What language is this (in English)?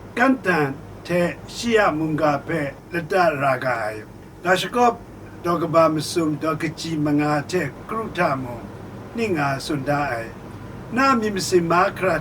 Kachin